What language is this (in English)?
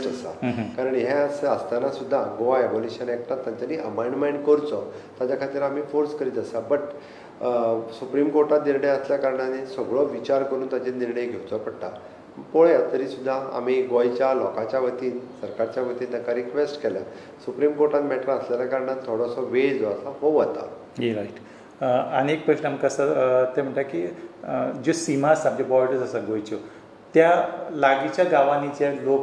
Konkani